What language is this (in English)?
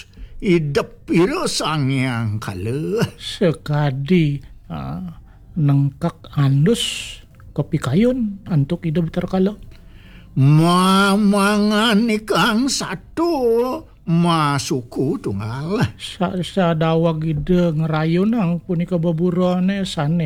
Balinese